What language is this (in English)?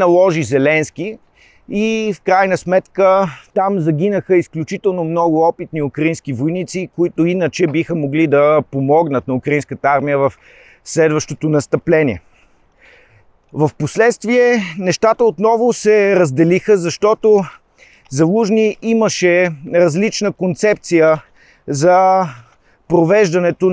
Bulgarian